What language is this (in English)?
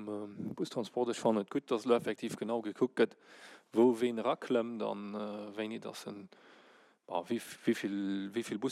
Luxembourgish